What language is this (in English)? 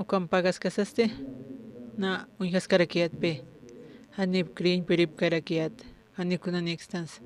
Aymara